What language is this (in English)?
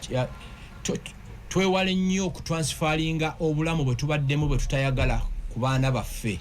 Ganda